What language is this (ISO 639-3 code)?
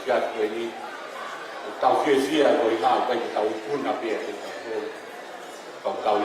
ton